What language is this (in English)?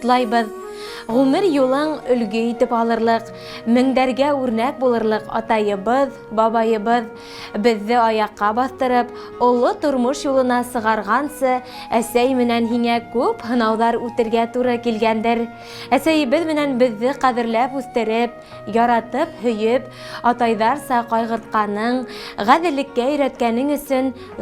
Bashkir